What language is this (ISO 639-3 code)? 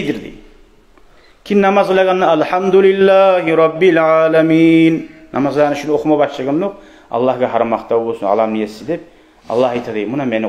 kum